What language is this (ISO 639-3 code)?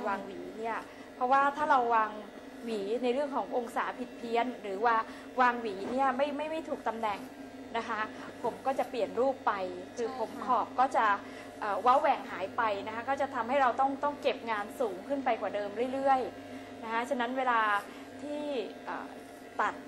tha